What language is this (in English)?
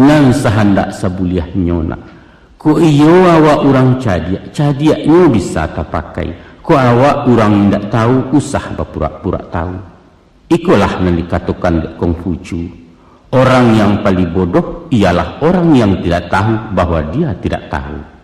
Minangkabau